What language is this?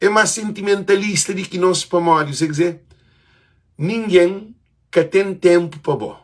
Kabuverdianu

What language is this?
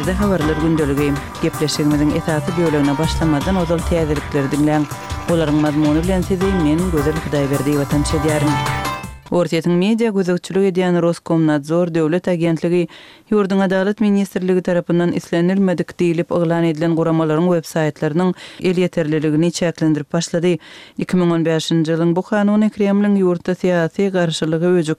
Turkmen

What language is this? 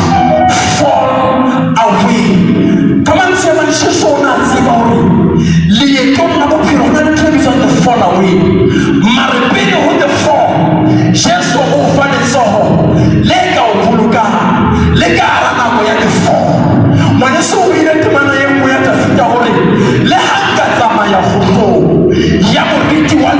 Southern Sotho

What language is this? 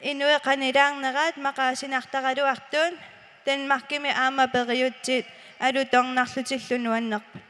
Kalaallisut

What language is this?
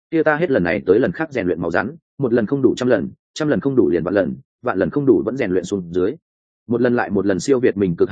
Vietnamese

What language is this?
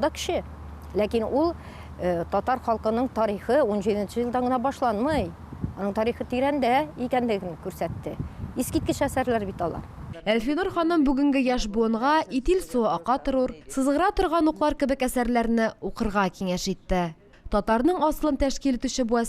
Tatar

